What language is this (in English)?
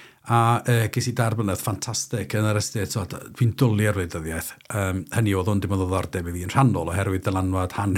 Welsh